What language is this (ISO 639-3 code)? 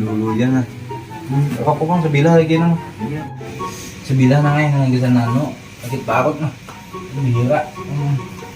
bjn